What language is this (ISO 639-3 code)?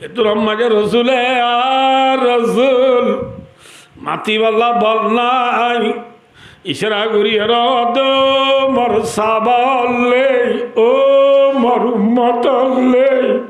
rhg